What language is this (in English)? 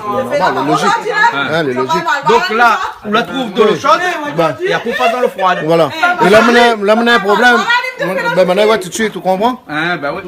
Réunion Creole French